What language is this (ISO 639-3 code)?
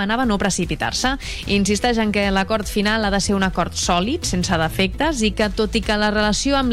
cat